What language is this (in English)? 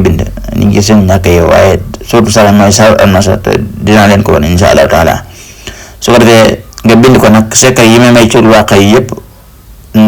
Wolof